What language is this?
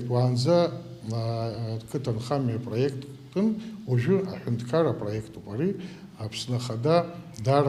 Abkhazian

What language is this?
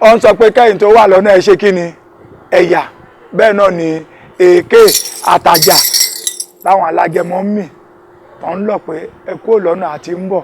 Yoruba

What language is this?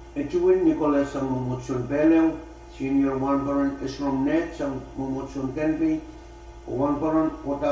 Pohnpeian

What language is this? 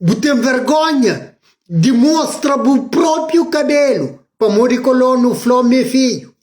Kabuverdianu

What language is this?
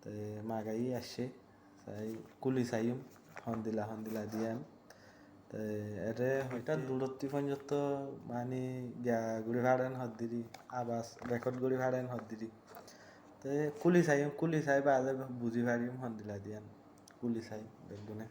Rohingya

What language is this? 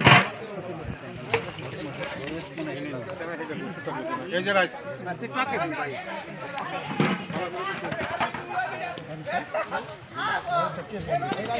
Bangla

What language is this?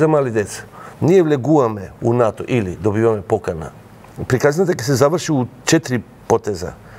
Macedonian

